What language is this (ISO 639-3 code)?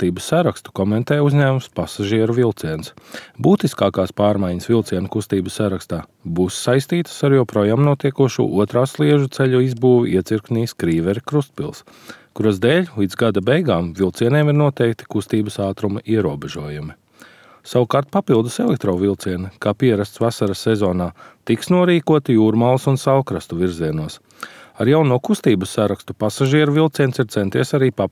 lav